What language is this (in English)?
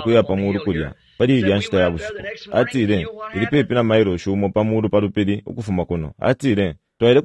Bemba